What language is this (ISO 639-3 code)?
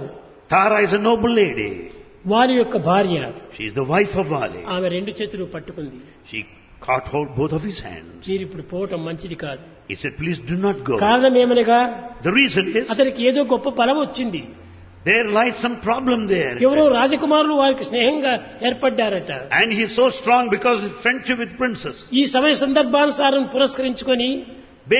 tel